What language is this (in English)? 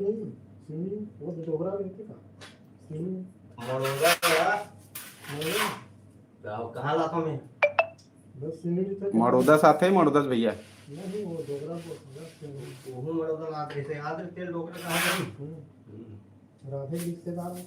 Chhattisgarhi